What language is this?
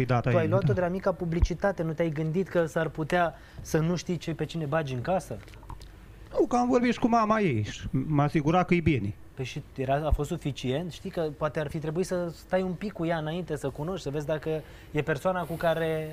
Romanian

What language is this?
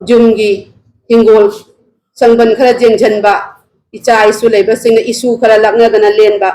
Manipuri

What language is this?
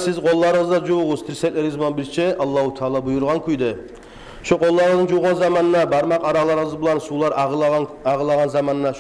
Kumyk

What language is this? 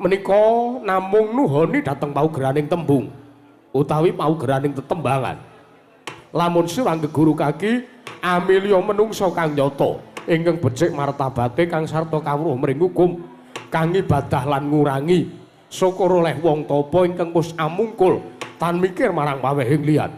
Javanese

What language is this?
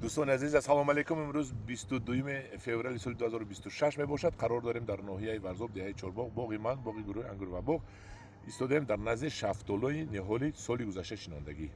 Tajik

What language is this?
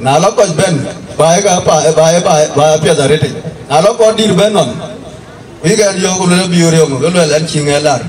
Dinka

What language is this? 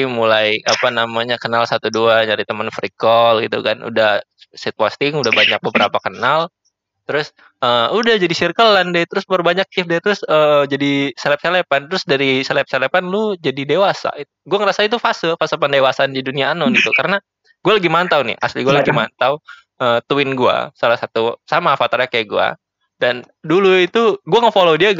Indonesian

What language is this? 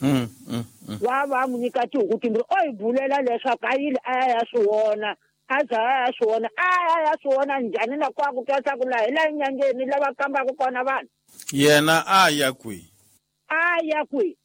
Tsonga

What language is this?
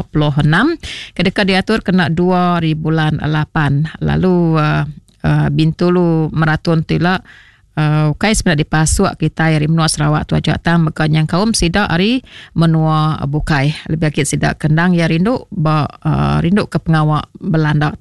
Iban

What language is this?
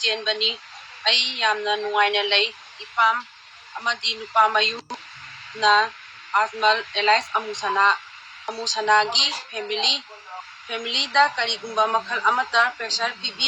Manipuri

